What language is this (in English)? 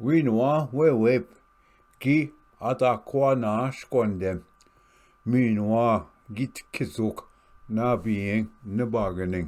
Ojibwa